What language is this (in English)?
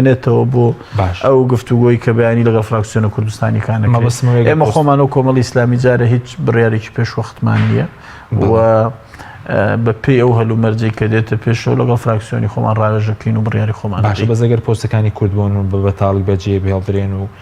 Central Kurdish